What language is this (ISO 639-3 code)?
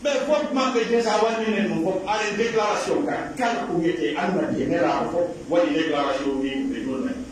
fuf